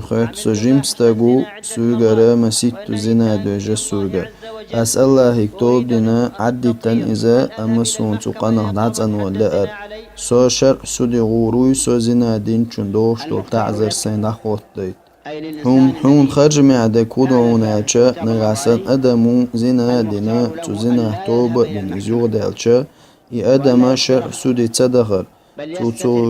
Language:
Chechen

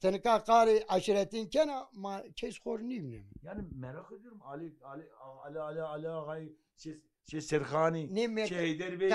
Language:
Zaza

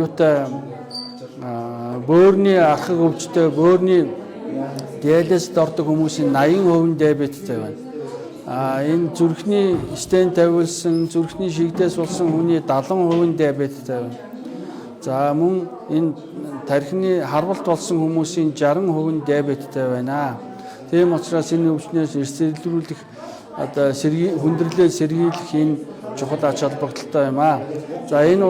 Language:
Mongolian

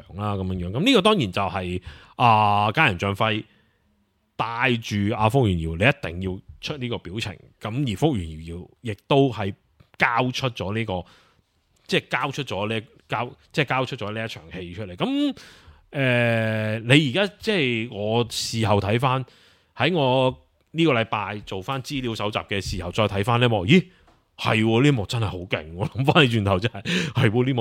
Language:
Cantonese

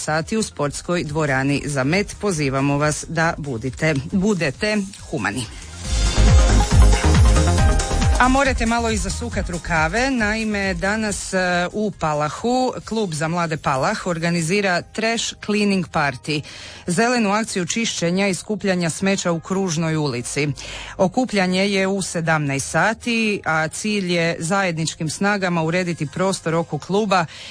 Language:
Croatian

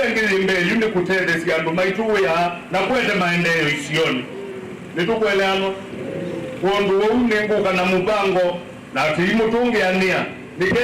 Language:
Kamba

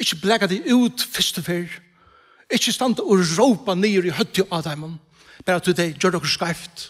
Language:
Faroese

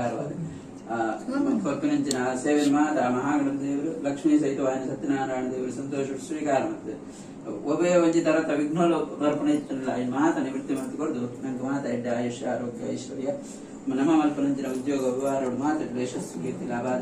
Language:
Tulu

